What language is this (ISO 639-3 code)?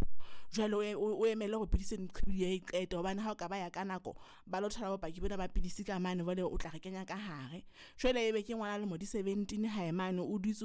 sot